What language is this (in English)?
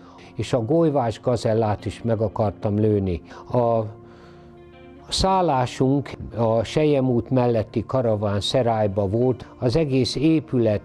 Hungarian